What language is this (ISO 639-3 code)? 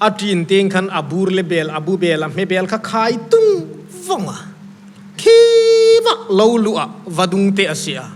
hmr